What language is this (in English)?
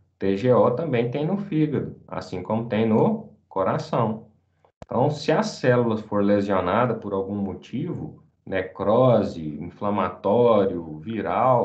Portuguese